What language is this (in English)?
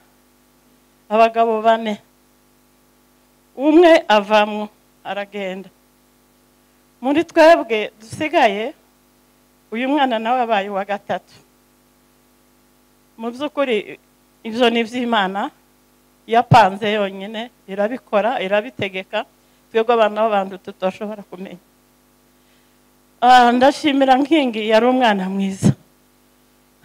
Kinyarwanda